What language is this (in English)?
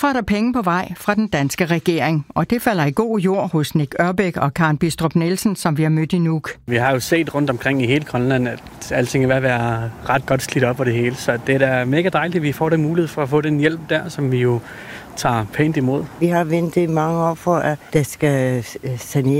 Danish